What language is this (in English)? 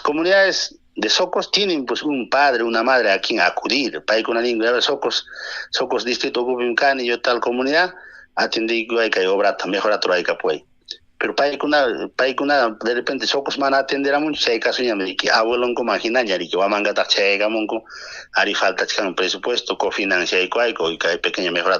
Ayacucho Quechua